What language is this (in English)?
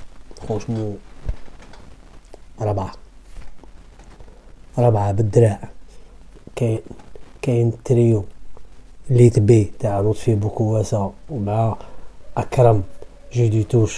Algerian Arabic